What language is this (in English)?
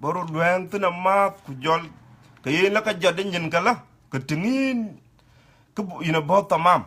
Dinka